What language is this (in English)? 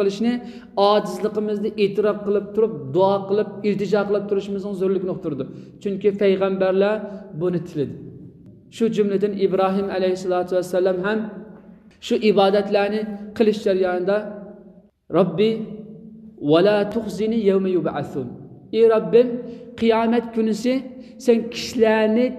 Uyghur